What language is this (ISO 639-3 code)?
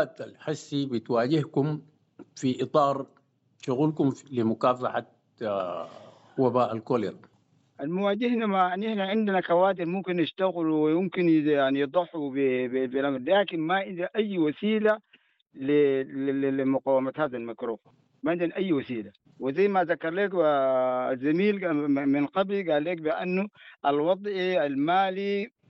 apd